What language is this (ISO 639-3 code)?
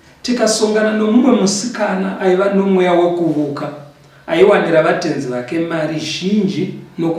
sna